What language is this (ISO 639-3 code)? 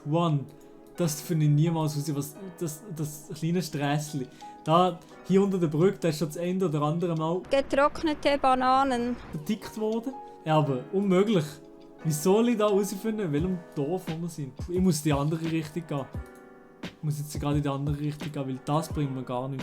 gsw